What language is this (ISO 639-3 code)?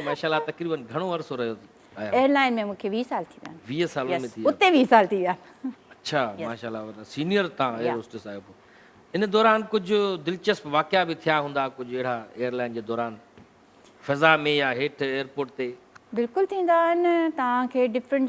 snd